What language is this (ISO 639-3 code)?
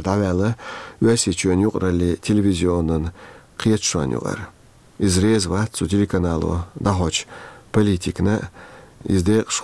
che